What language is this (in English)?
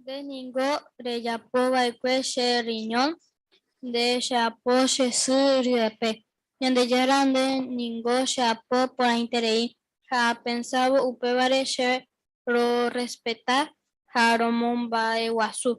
Guarani